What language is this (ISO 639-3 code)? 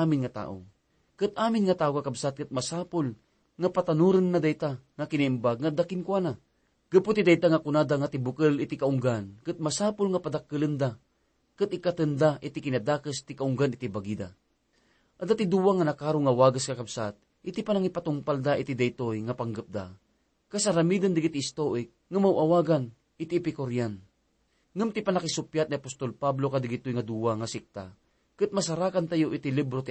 ilo